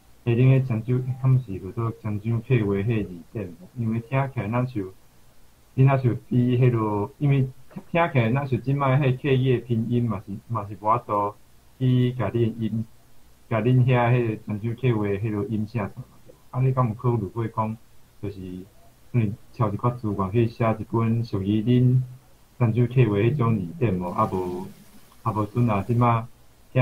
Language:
Min Nan Chinese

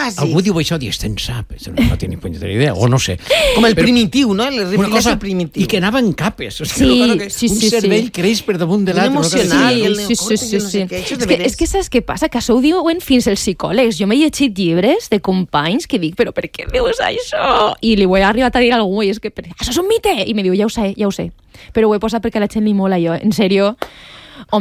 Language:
Catalan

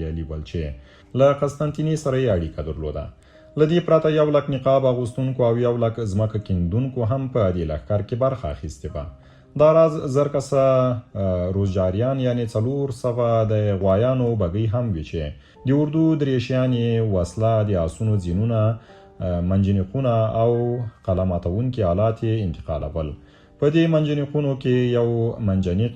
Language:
Pashto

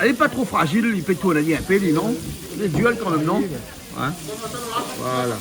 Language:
Réunion Creole French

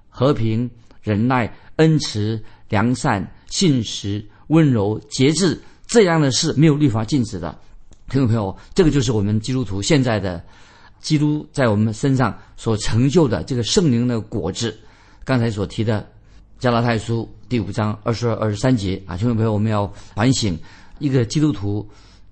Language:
Chinese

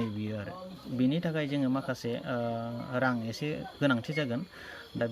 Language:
Bodo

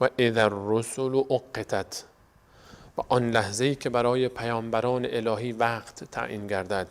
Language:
Persian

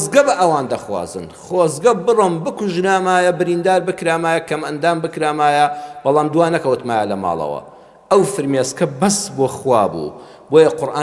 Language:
Central Kurdish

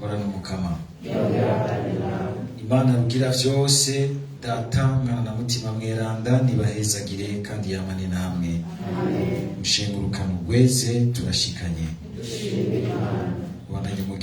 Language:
Rundi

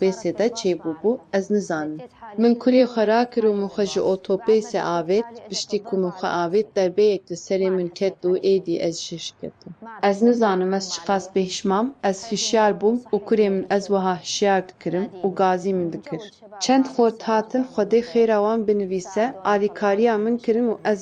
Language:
Kurdish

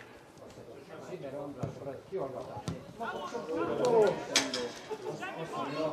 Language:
Hungarian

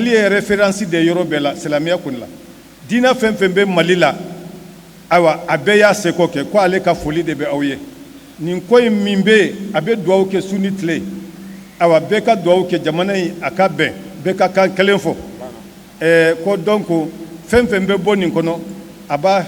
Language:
Bambara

